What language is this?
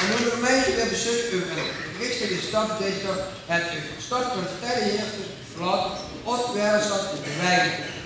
Limburgish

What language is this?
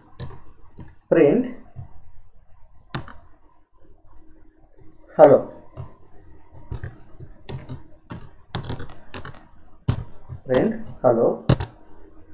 English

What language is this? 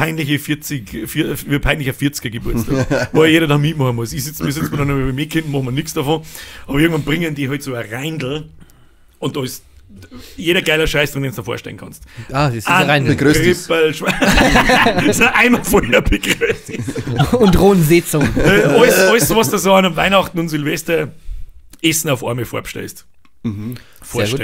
Bavarian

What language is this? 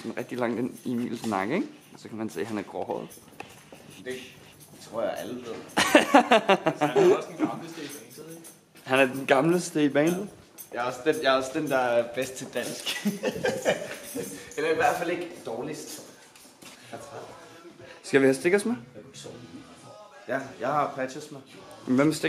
Danish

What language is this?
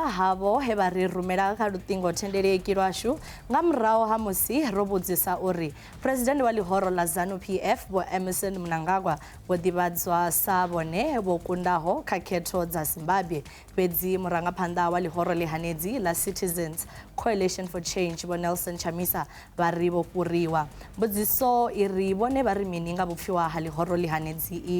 Venda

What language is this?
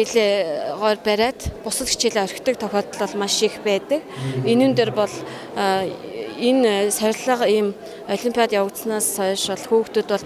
Mongolian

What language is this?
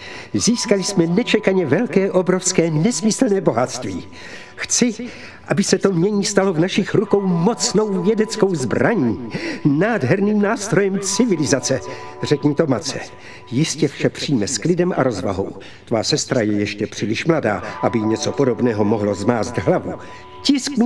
Czech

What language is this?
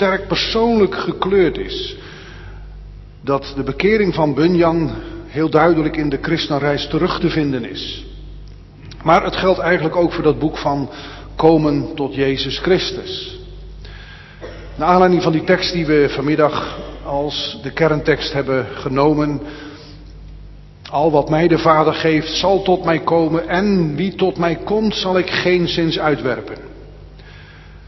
Dutch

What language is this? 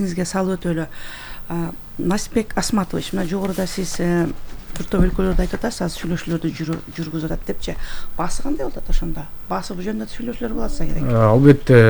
Kyrgyz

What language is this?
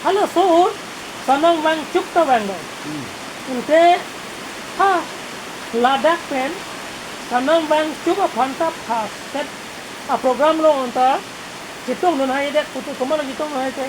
Karbi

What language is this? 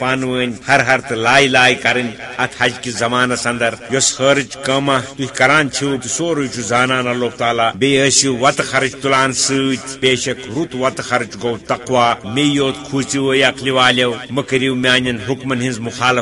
Kashmiri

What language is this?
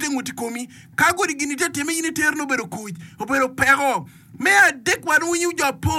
Acoli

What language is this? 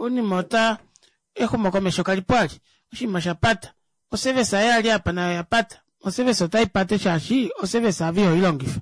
Kuanyama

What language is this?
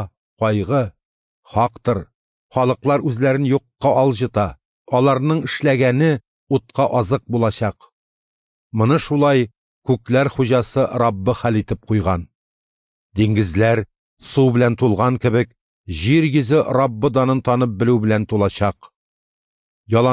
Tatar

